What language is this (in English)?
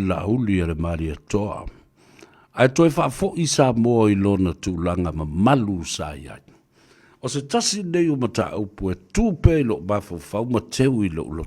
Samoan